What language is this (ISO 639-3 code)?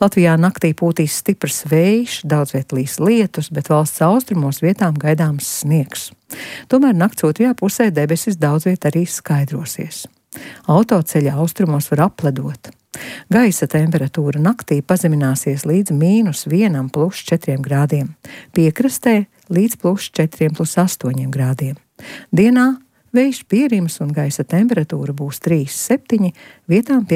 lav